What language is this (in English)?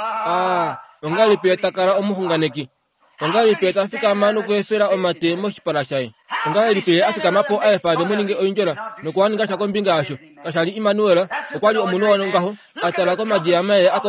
Kuanyama